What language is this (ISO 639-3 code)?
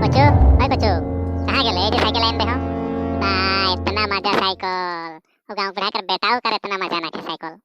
sck